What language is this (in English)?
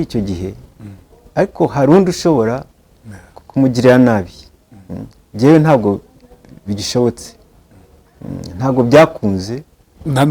Kinyarwanda